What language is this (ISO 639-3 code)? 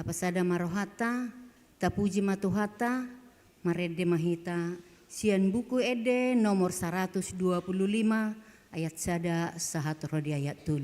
bbc